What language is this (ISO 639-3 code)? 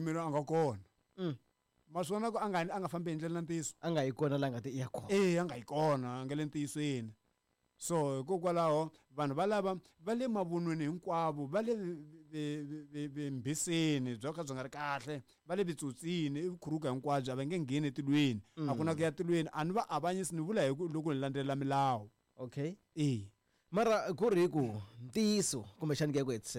tso